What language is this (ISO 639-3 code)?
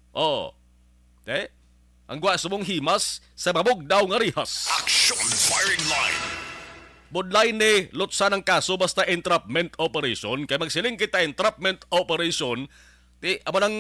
hil